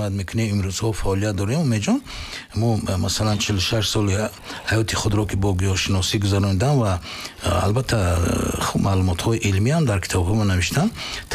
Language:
Tajik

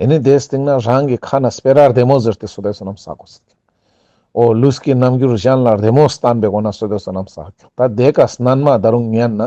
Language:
Ladakhi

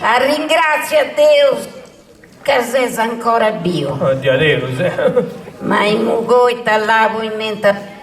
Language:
Sardinian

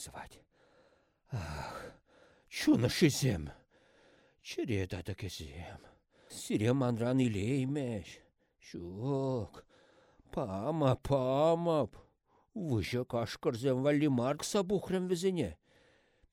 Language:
Chuvash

